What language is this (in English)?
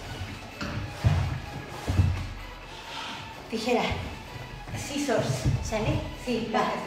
Spanish